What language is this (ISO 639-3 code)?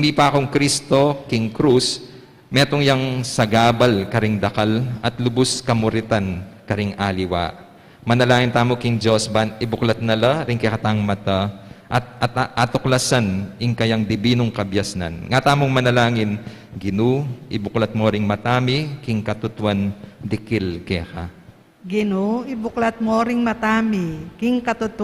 pam